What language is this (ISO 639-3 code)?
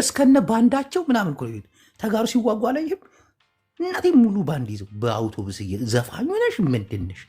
amh